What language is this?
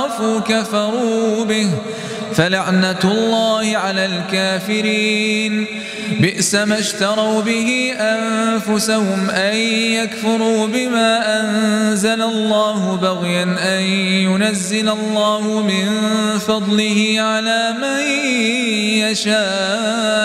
Arabic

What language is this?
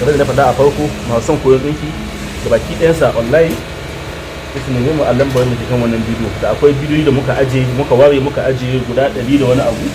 Hausa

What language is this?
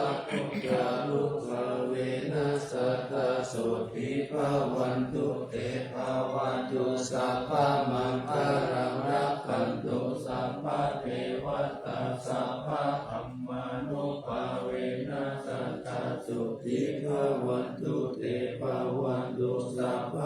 Pali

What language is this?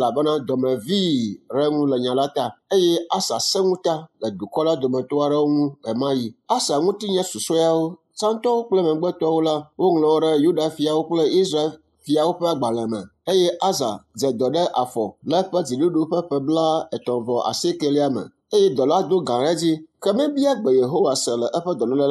Ewe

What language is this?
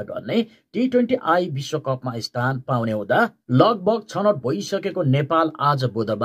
Nepali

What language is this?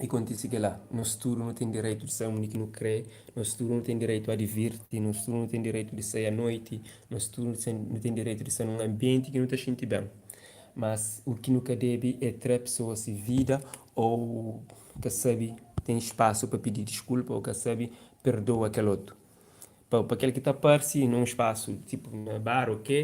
Kabuverdianu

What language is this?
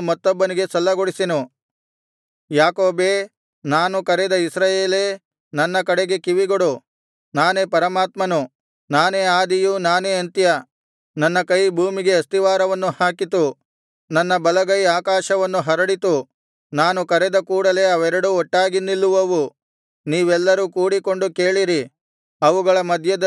Kannada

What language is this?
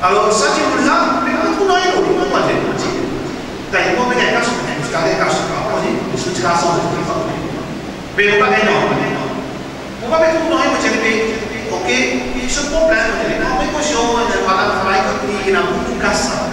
Morisyen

